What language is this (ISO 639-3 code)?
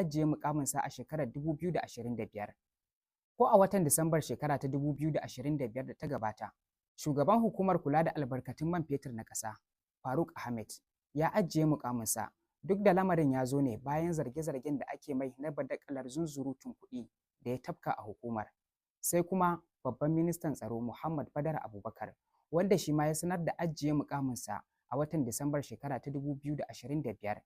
hau